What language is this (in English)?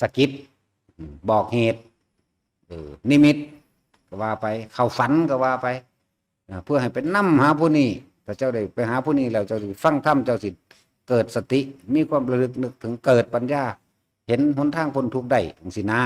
Lao